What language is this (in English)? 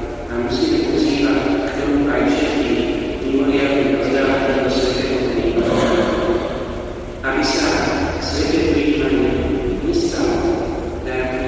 Slovak